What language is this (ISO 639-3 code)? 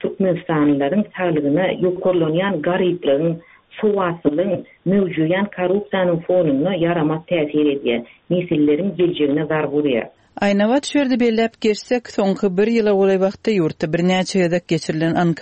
tuk